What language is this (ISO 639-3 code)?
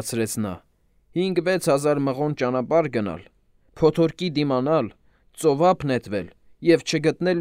hye